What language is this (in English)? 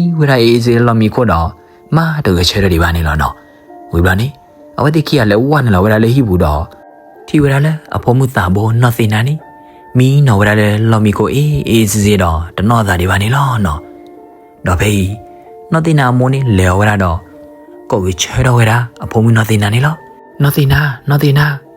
S'gaw Karen